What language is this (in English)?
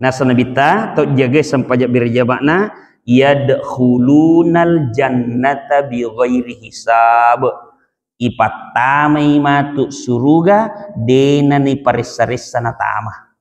Buginese